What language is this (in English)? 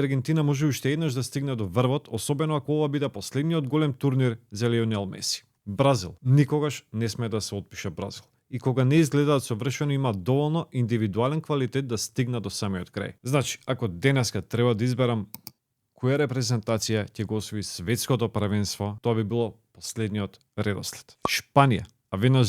Macedonian